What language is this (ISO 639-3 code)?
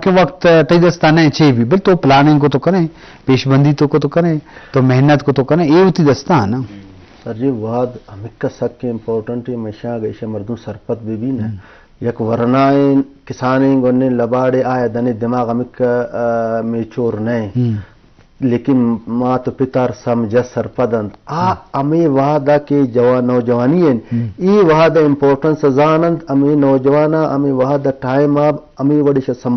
bgp